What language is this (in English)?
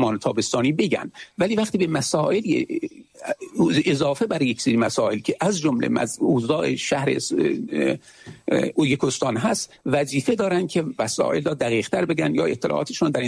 Persian